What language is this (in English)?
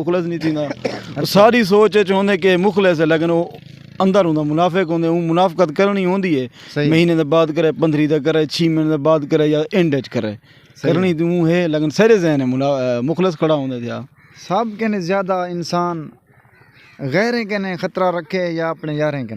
Saraiki